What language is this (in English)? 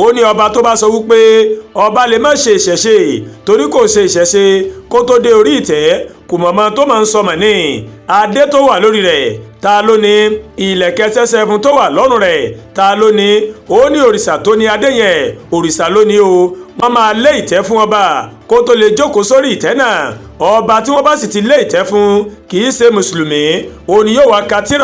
Yoruba